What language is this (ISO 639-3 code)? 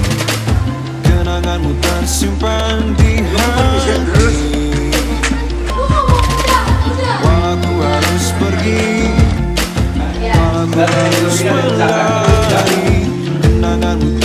ind